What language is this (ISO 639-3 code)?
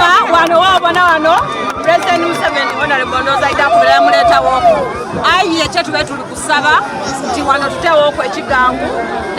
xog